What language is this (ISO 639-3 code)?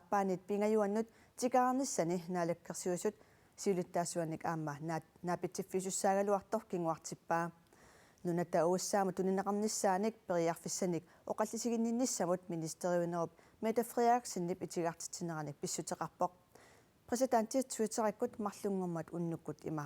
kal